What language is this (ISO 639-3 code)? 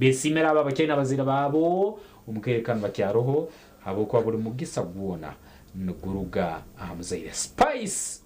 nyn